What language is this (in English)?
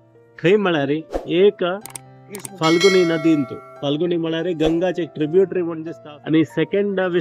Konkani